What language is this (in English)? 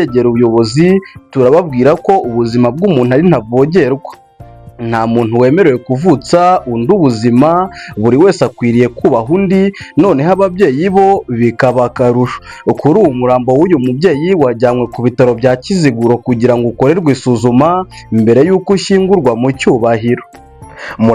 Kinyarwanda